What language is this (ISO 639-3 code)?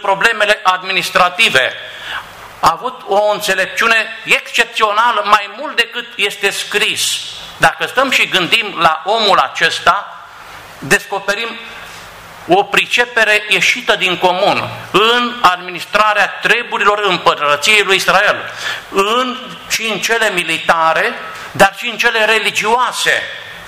ron